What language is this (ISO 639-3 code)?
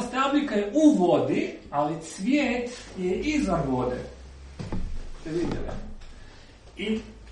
hrv